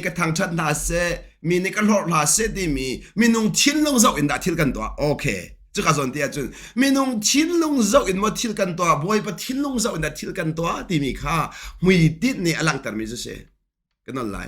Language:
Hakha Chin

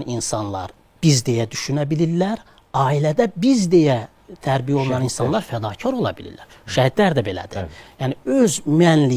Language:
Azerbaijani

